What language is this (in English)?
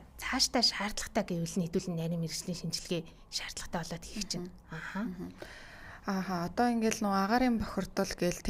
Mongolian